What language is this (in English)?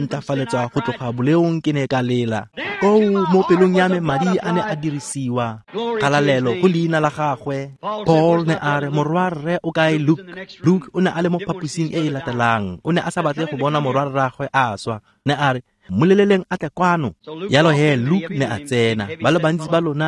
Tswana